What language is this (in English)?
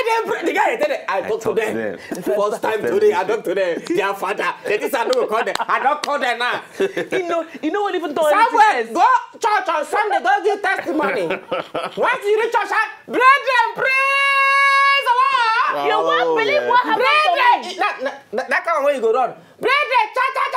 Nigerian Pidgin